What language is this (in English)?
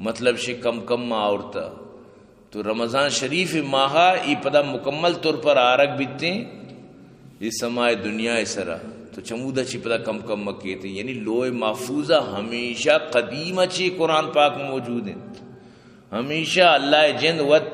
Eastern Balochi